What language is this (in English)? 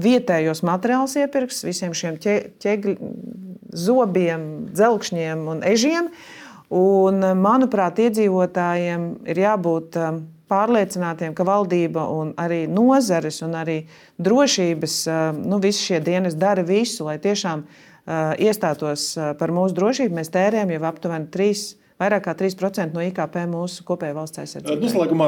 Latvian